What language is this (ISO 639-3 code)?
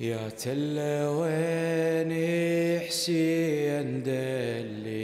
acm